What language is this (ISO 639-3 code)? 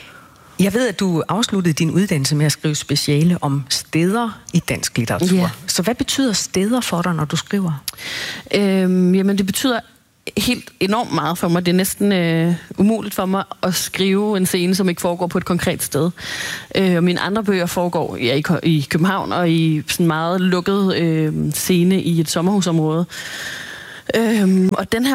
dan